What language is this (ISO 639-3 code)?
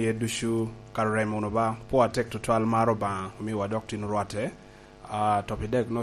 laj